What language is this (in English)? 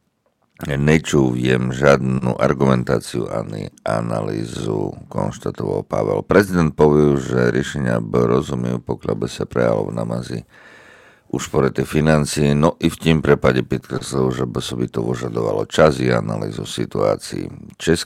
Slovak